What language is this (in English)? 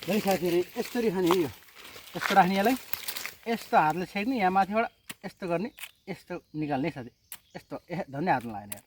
Nepali